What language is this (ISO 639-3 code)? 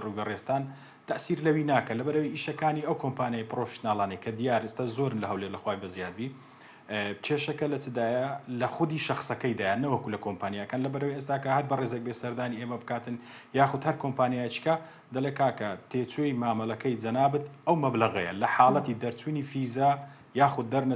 ckb